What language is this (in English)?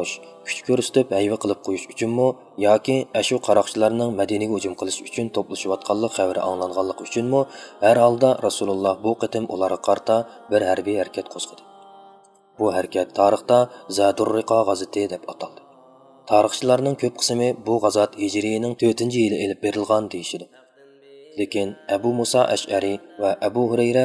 Uyghur